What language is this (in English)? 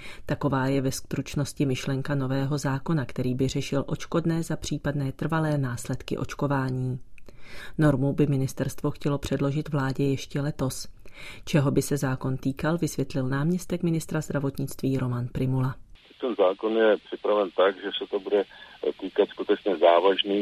Czech